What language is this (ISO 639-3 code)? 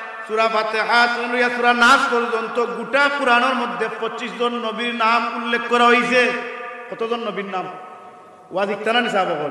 syl